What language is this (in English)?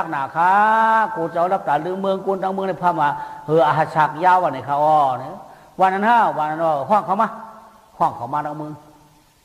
Shan